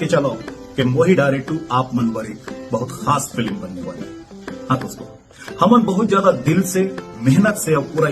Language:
Chhattisgarhi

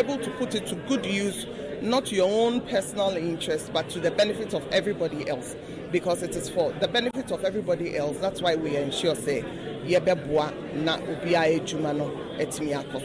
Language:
Akan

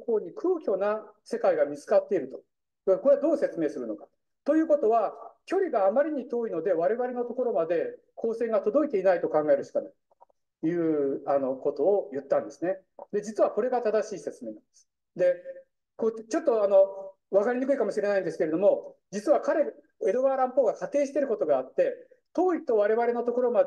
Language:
Japanese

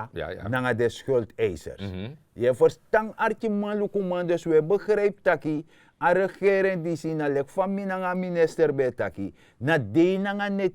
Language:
Sranan Tongo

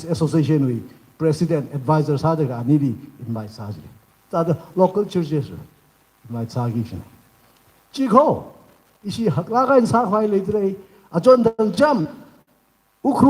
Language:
Tangkhul Naga (India)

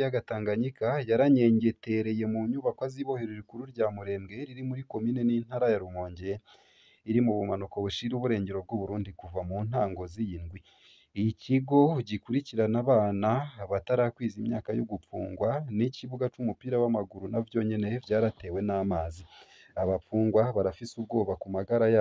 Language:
Rundi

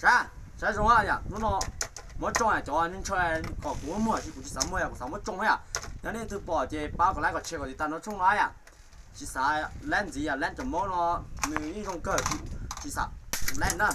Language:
Hmong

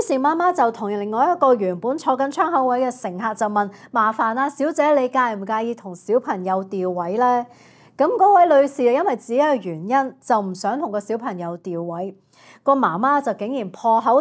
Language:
Cantonese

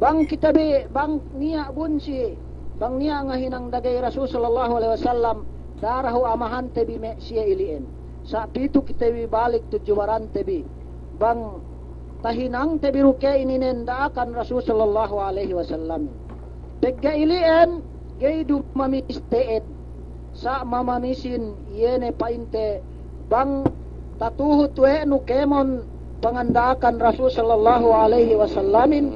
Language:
Yakan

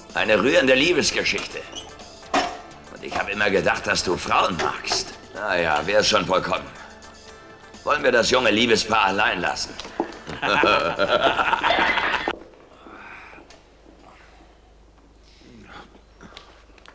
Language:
German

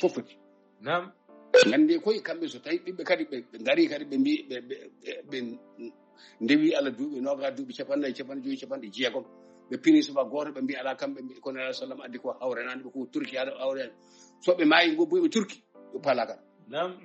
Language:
Fula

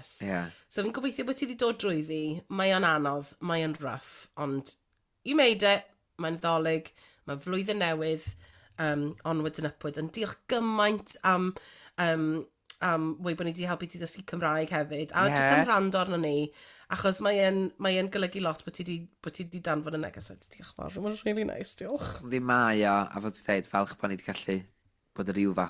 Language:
Welsh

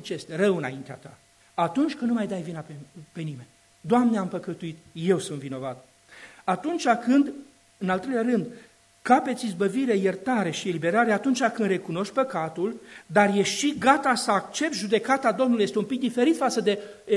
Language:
Romanian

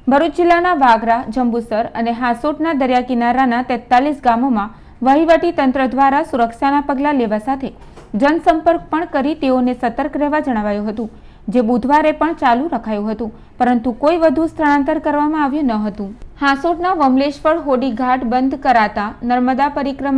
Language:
Gujarati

